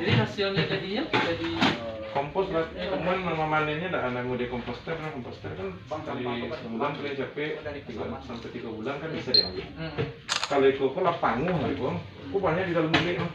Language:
Minangkabau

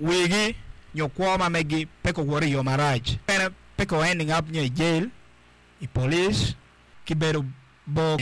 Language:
Acoli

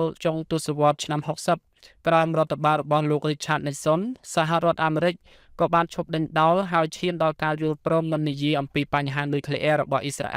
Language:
Khmer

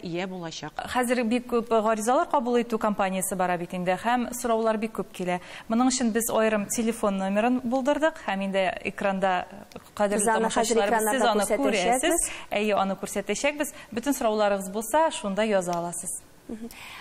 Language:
Tatar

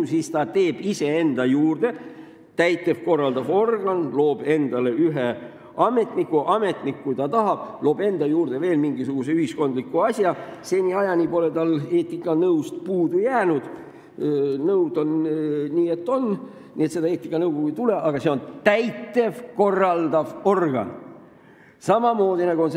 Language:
Estonian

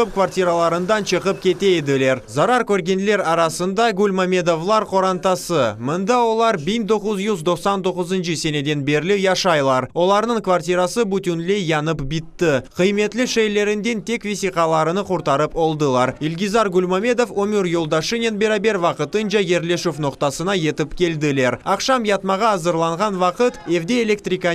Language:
Crimean Tatar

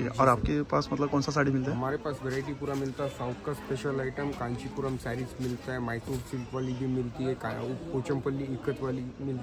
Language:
Marathi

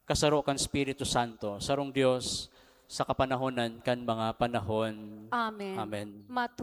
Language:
Bikol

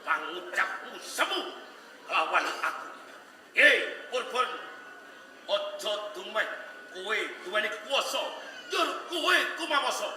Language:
Javanese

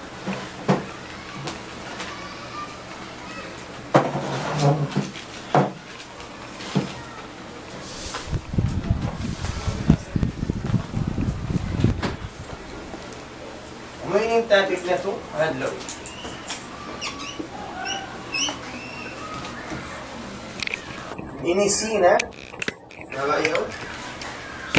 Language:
Tausug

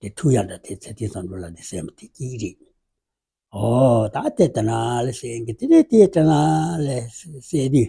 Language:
Tibetan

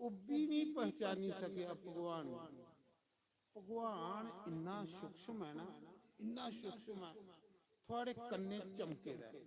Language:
Dogri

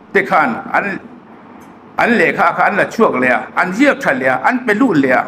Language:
Hmar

